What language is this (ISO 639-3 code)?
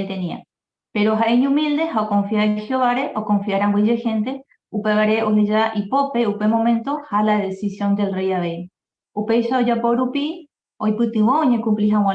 grn